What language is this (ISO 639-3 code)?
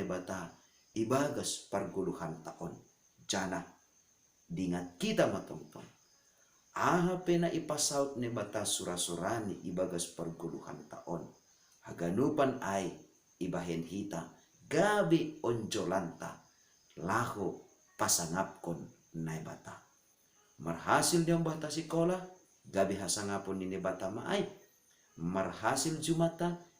bts